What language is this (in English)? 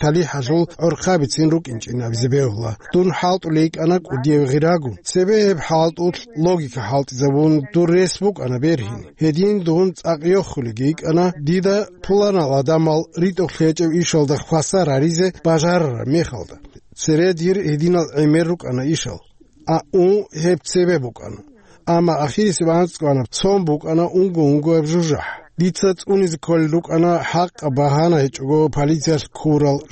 Avaric